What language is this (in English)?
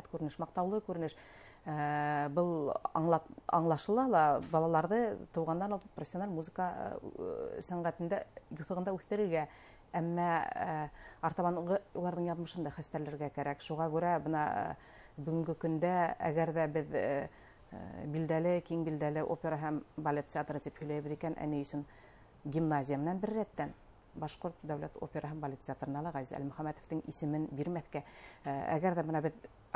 Bashkir